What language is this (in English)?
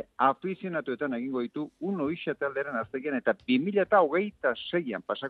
Basque